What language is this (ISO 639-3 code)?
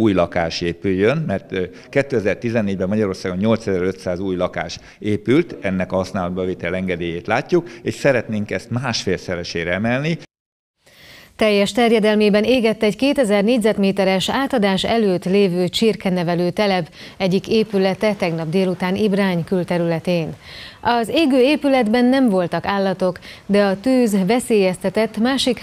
hun